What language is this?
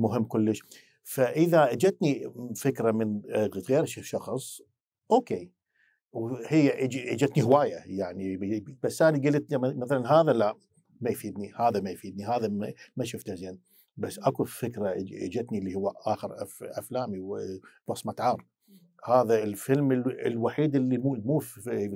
Mesopotamian Arabic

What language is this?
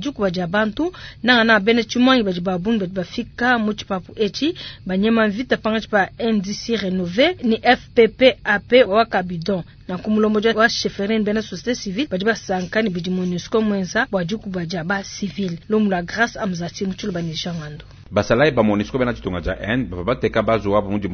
Luba-Lulua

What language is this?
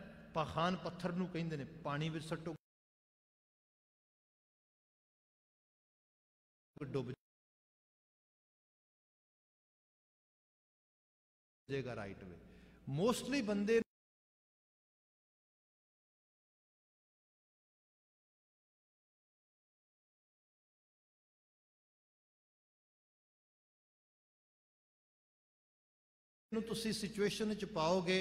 Punjabi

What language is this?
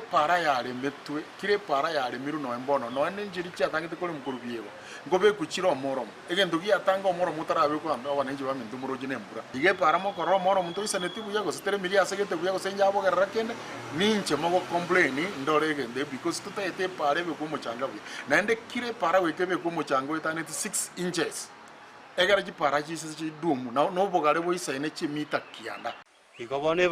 Gusii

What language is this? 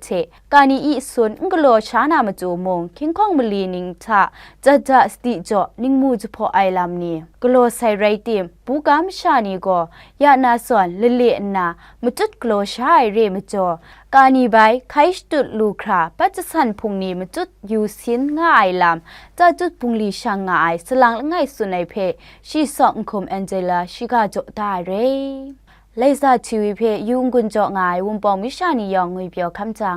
Kachin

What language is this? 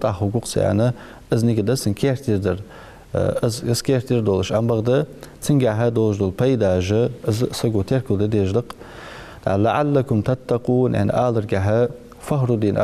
Ingush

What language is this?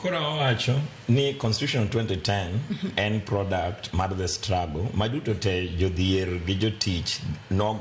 Luo (Kenya and Tanzania)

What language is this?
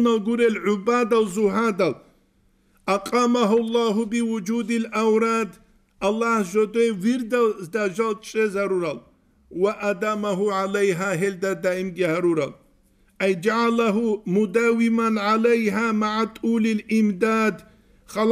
Avaric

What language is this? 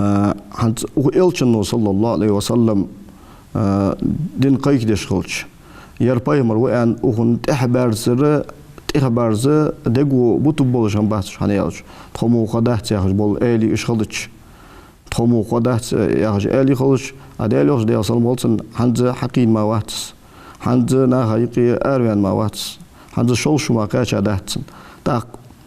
Ingush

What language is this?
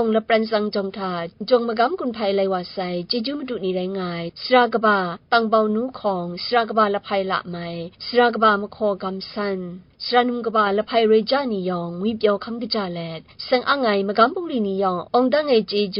Kachin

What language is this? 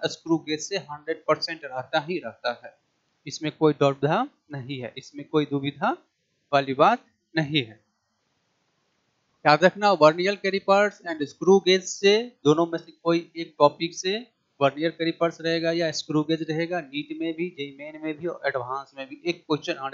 Hindi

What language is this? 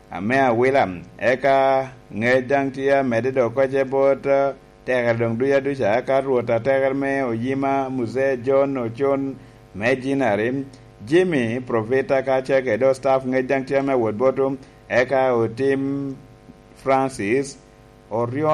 Lango (Uganda)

